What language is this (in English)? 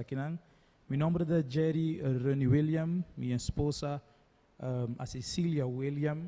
Papiamento